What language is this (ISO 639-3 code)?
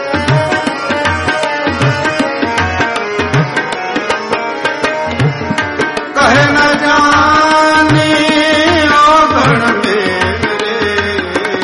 pan